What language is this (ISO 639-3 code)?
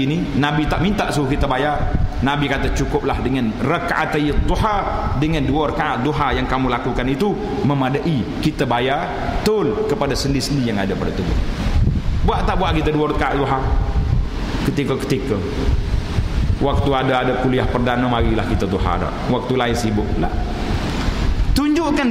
msa